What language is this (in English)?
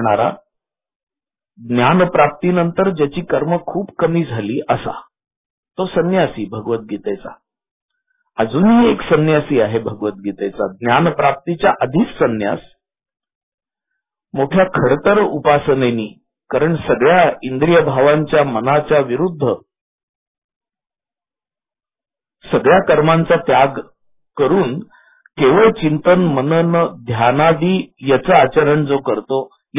Marathi